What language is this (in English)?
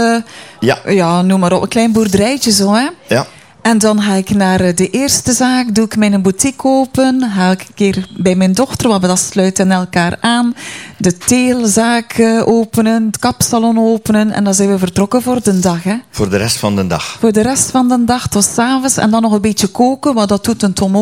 Dutch